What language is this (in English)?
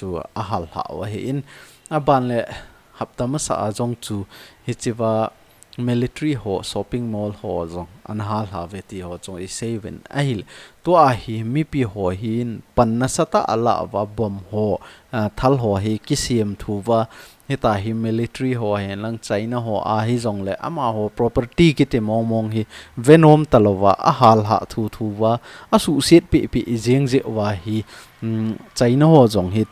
Thado Chin